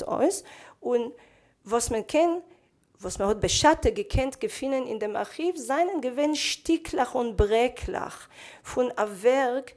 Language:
Yiddish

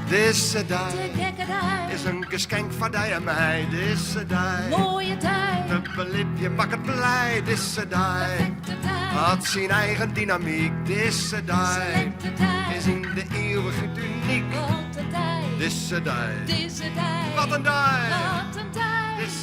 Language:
Western Frisian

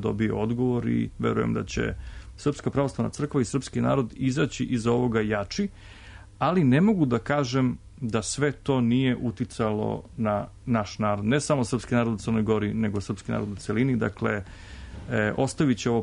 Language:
Serbian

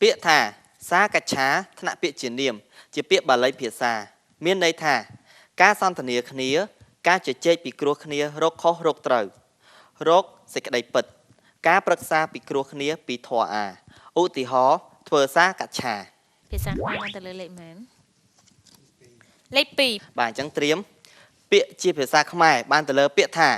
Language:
Khmer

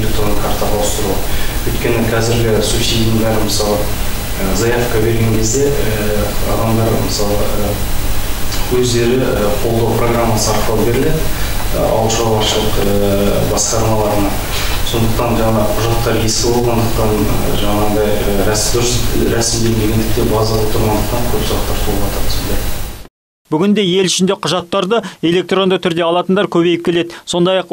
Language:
Kazakh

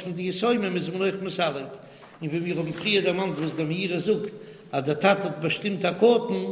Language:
Yiddish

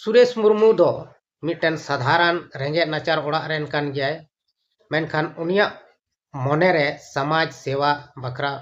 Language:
Santali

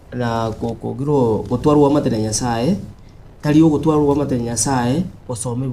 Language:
Gusii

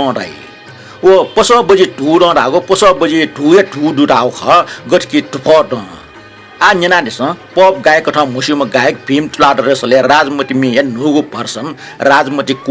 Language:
Newari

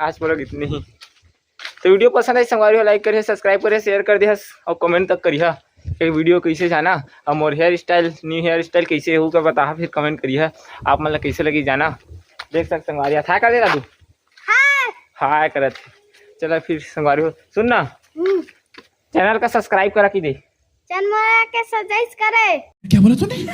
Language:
Chhattisgarhi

